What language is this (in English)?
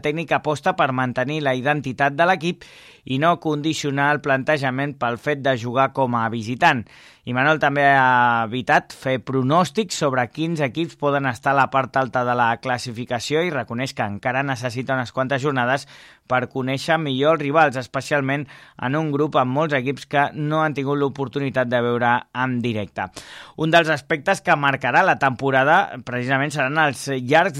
Catalan